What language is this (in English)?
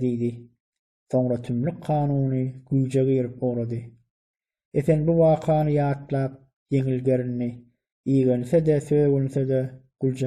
Turkmen